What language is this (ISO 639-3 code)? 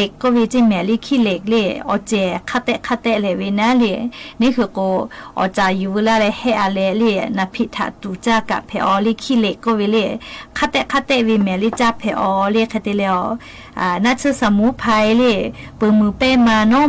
lhu